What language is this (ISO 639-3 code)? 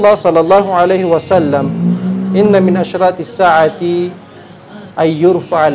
mrw